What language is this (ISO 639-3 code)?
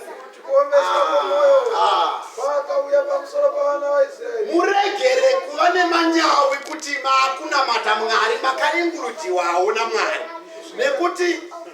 sna